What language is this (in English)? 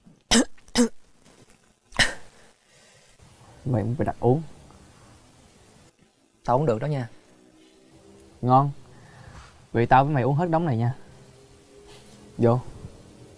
Vietnamese